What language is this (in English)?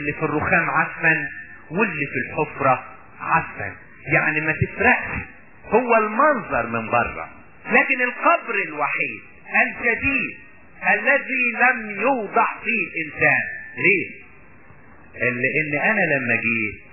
Egyptian Arabic